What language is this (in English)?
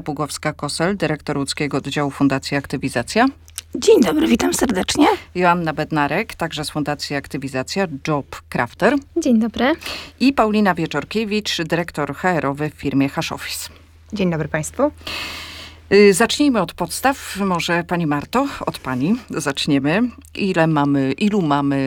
Polish